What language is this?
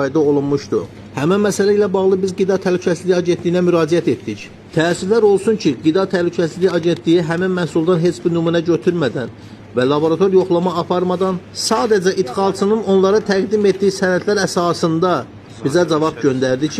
Azerbaijani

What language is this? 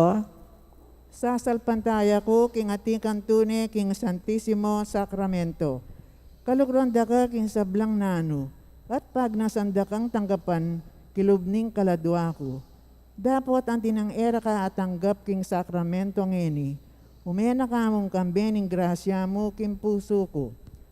Pampanga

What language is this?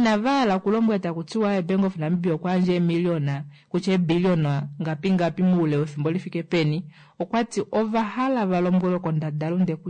Kuanyama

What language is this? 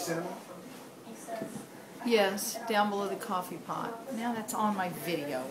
English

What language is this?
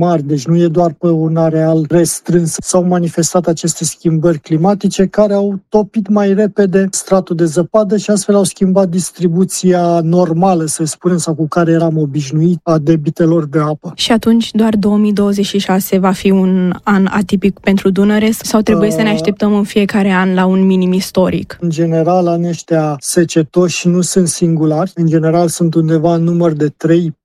Romanian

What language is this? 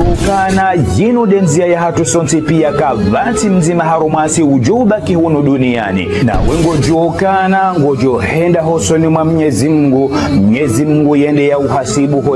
Ngazidja Comorian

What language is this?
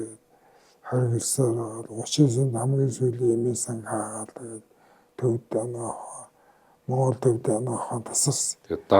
Mongolian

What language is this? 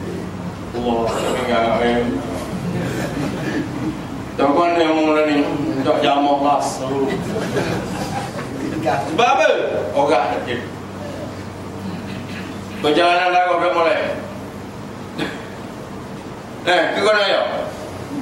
Malay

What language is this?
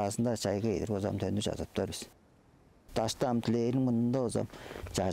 Tuvinian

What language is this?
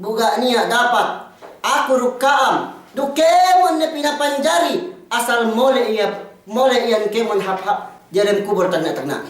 Yakan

